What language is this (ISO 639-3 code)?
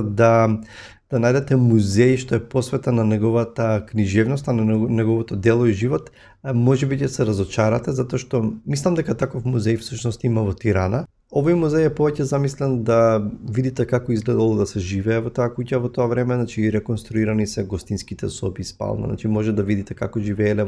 mkd